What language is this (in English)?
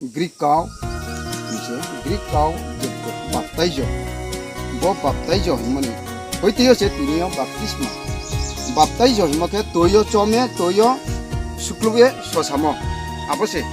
Kok Borok